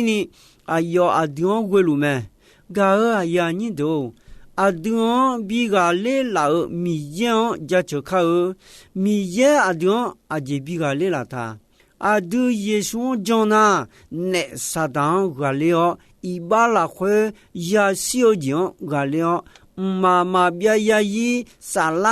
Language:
Akha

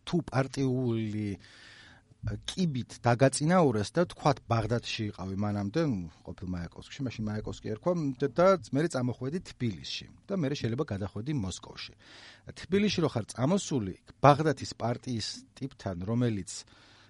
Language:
Georgian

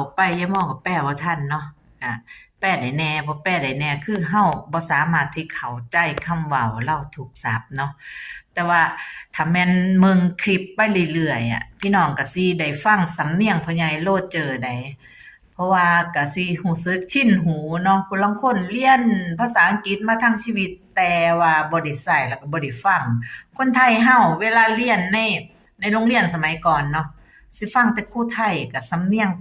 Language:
Northeastern Thai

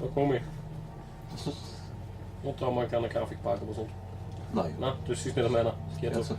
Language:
Bavarian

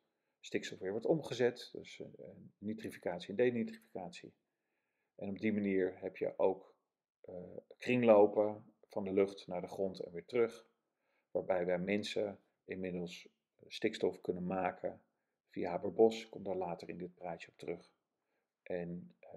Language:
Dutch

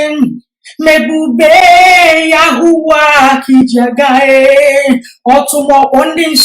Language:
Igbo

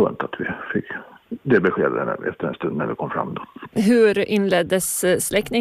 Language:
Swedish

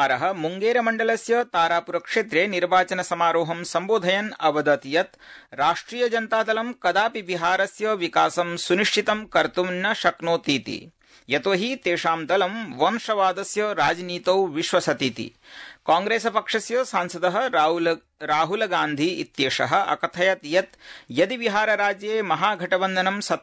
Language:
Sanskrit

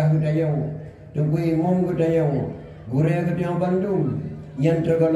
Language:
Achinese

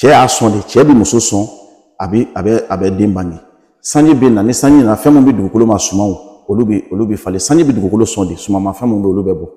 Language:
Bambara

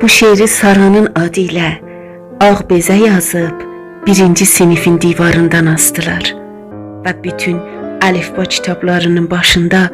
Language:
South Azerbaijani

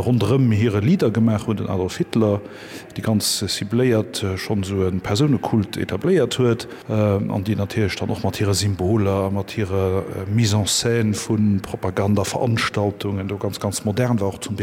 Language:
Luxembourgish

